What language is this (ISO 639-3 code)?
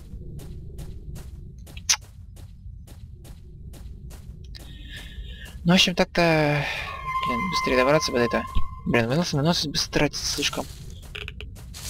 rus